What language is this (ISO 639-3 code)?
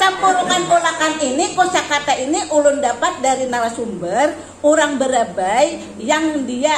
bjn